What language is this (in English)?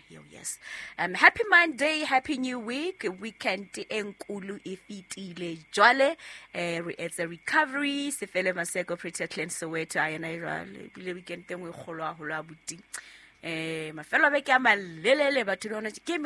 Southern Sotho